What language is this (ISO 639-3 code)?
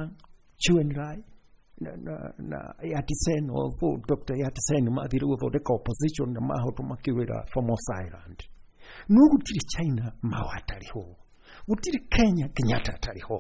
kik